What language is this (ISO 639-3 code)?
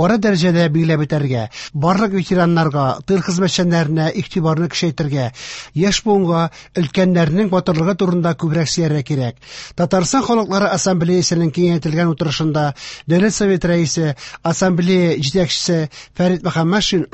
tat